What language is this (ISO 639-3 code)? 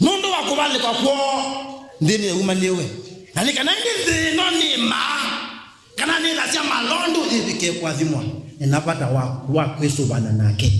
kam